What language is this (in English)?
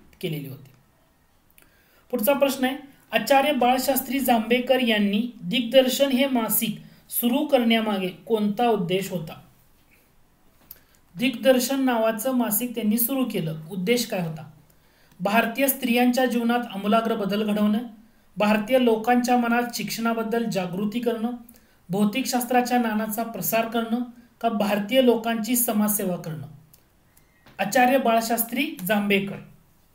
Marathi